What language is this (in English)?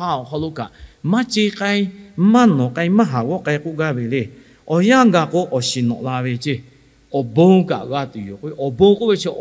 Lahu